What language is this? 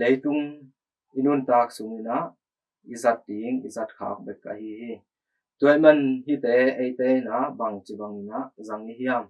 Tedim Chin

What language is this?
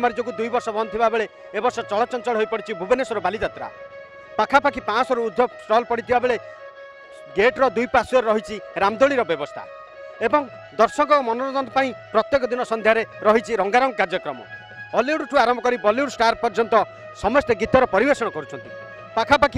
Odia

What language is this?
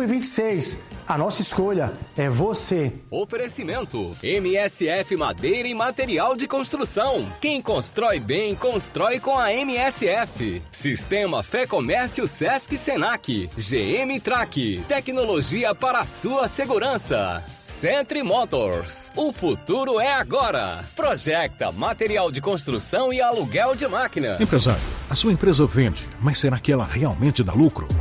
Portuguese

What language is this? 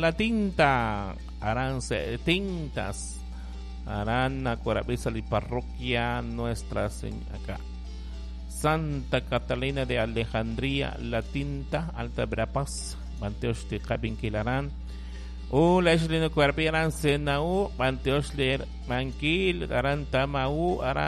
Kekchí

